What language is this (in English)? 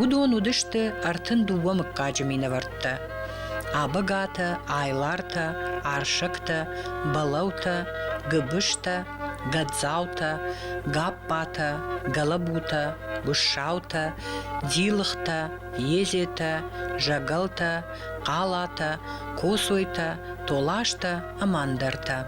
Ossetic